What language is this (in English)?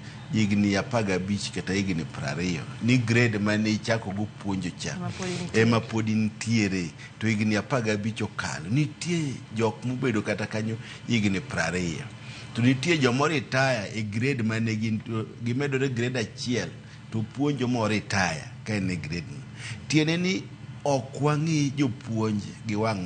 Luo (Kenya and Tanzania)